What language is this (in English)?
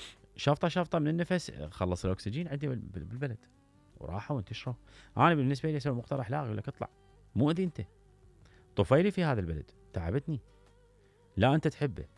Mesopotamian Arabic